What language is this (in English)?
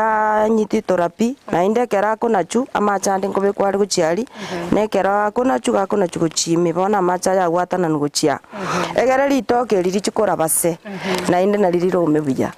Gusii